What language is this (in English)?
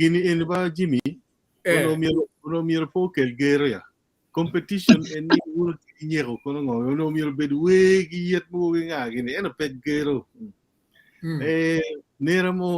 Acoli